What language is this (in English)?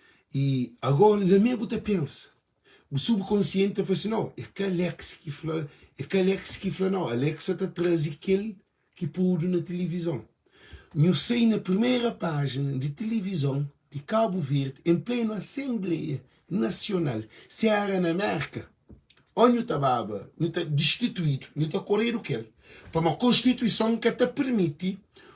Kabuverdianu